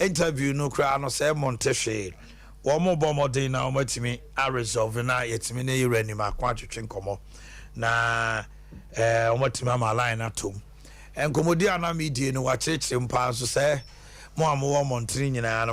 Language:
Akan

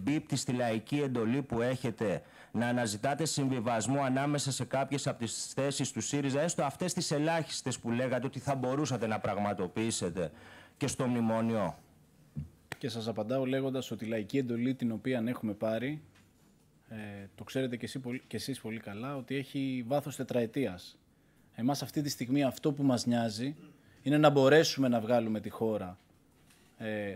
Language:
Greek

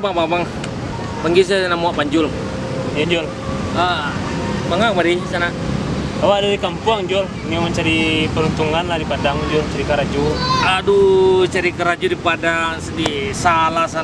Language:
Minangkabau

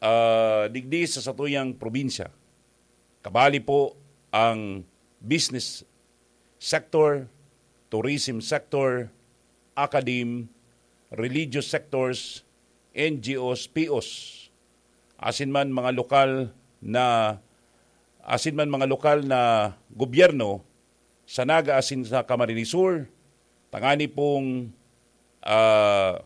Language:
Bikol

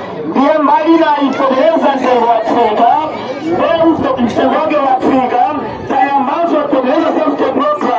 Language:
Nyanja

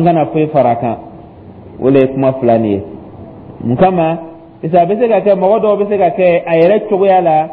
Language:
Dyula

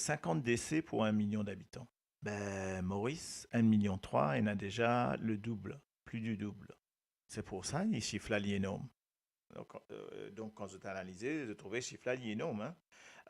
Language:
Morisyen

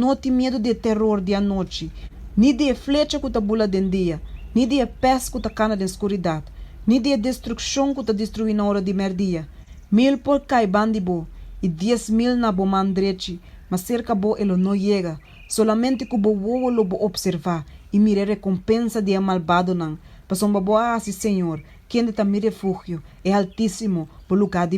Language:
Papiamento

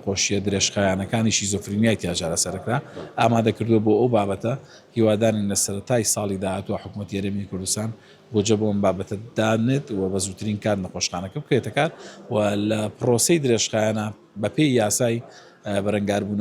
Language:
Central Kurdish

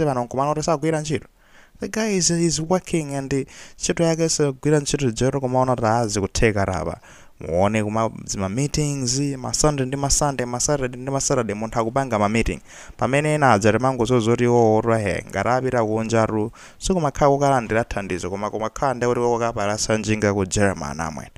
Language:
Nyanja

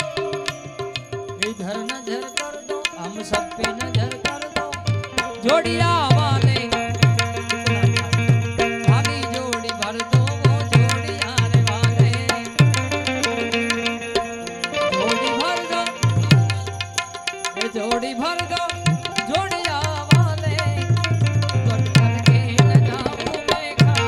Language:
Hindi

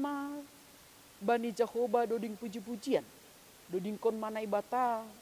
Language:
Batak Simalungun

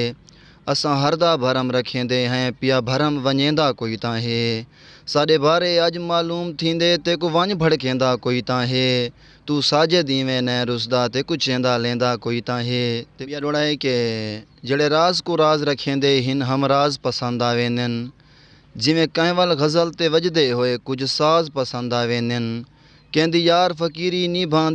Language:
Saraiki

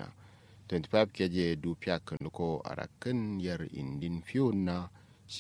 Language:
Kanuri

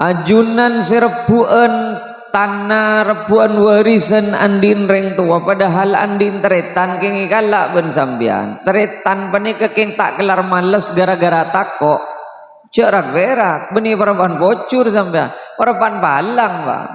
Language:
Madurese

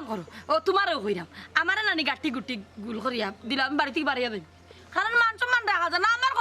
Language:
Sylheti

